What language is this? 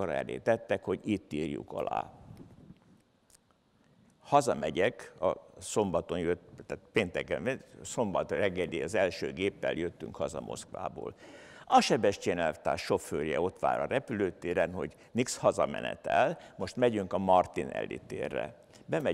Hungarian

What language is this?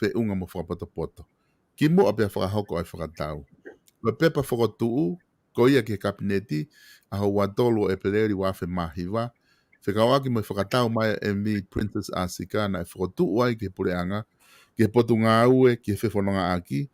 Tongan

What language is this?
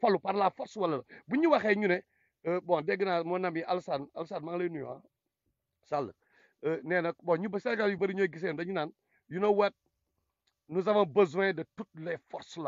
Wolof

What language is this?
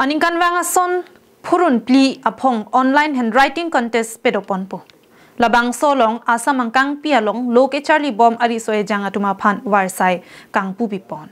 Karbi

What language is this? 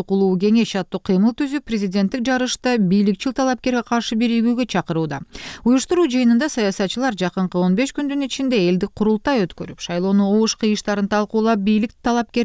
Kyrgyz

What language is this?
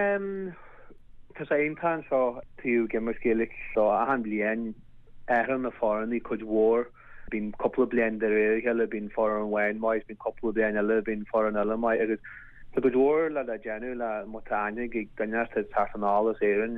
Irish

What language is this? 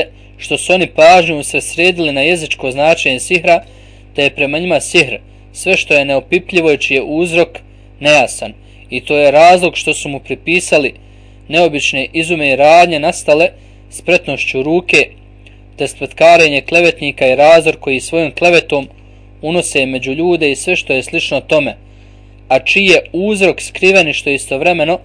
Bosnian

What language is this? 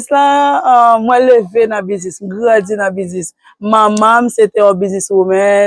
Haitian Creole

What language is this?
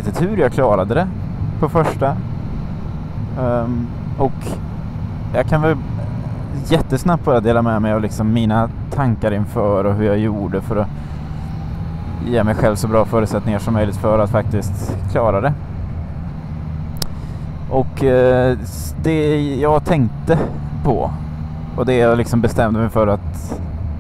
Swedish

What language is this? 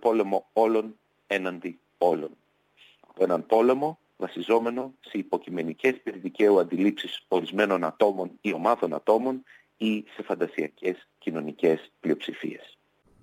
Greek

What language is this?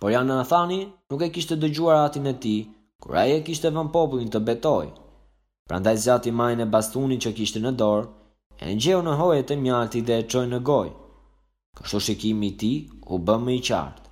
Albanian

